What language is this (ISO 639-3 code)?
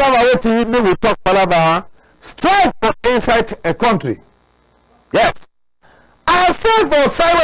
wes